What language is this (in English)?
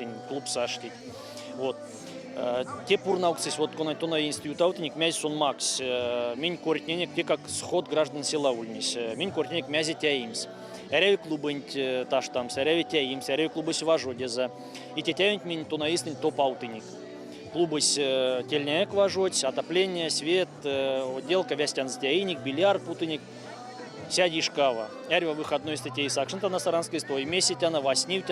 Erzya